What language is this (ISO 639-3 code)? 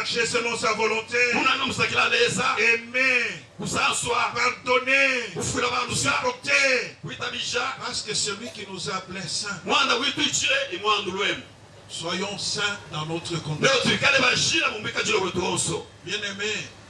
lub